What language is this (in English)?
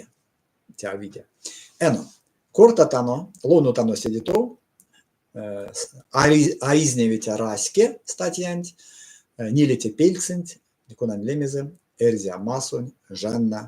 Erzya